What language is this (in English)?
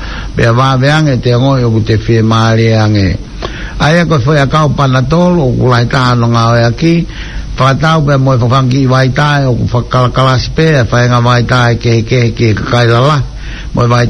Tongan